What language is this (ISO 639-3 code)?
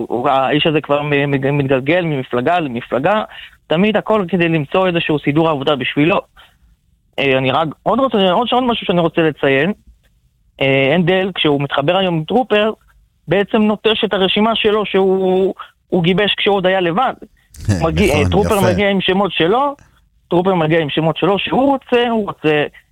heb